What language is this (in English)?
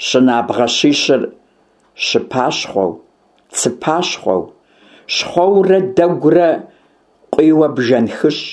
Kabardian